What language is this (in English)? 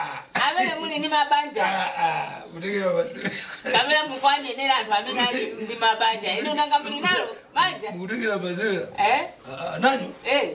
Nyanja